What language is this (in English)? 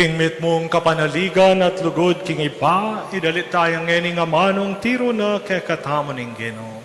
Pampanga